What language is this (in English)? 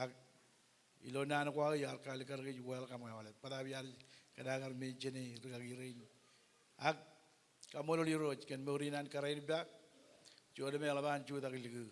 Marshallese